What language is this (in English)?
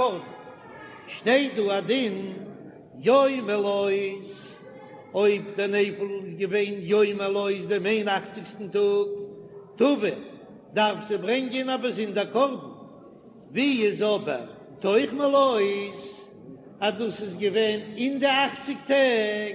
Yiddish